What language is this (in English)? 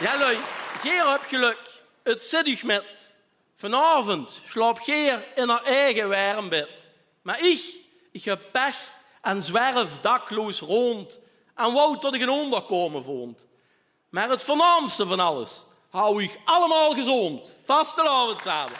Limburgish